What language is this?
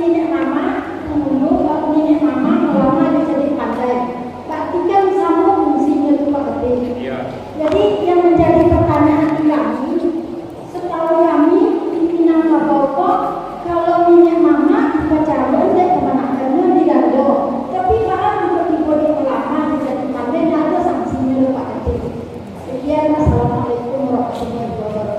Minangkabau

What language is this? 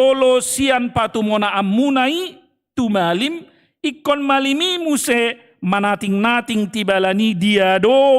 Batak Toba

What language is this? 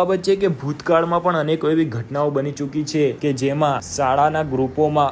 Gujarati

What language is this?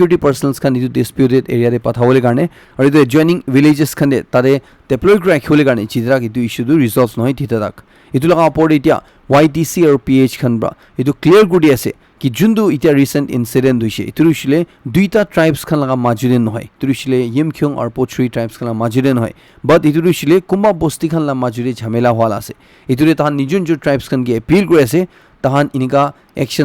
Naga Pidgin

